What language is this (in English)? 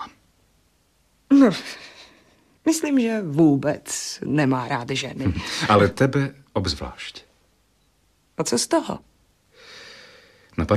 Czech